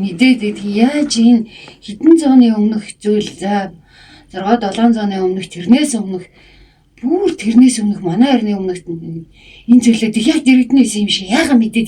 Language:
Mongolian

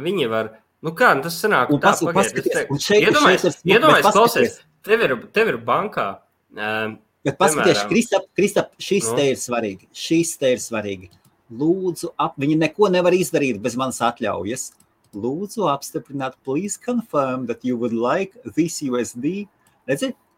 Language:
Latvian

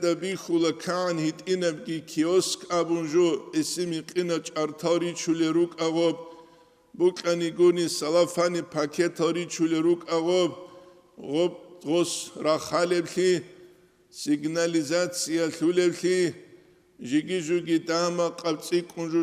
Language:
Avaric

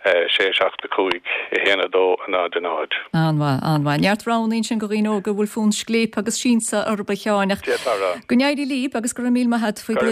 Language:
Irish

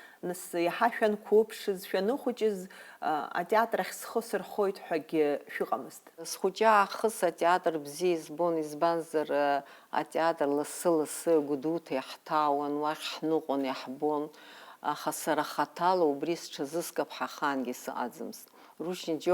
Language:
Abkhazian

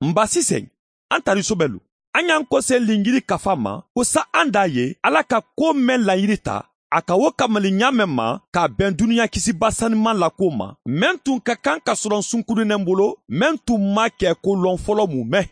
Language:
Mandingo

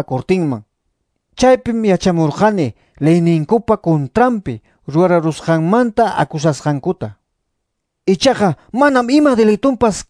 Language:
Ayacucho Quechua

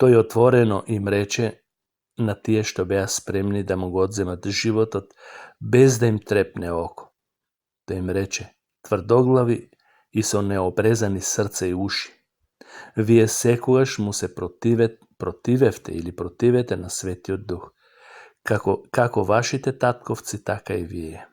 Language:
Macedonian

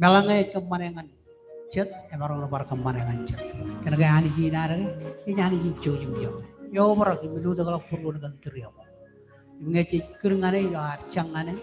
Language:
Marshallese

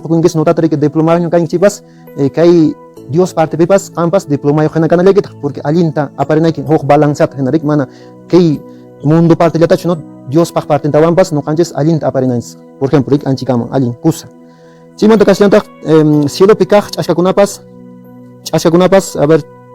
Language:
Quechua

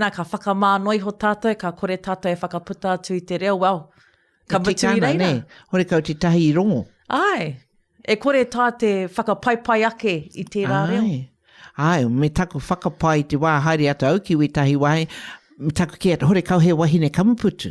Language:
Māori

